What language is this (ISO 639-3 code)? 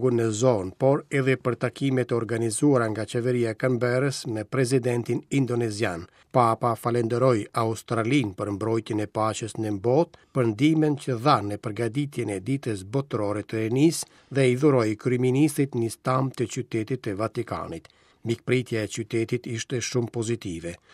sqi